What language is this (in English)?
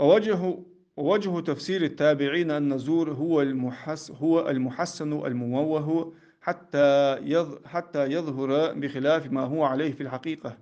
Ingush